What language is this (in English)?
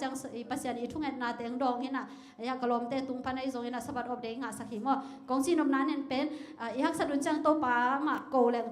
Tedim Chin